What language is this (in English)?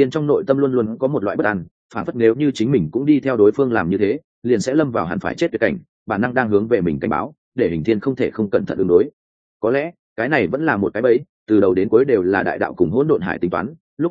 Vietnamese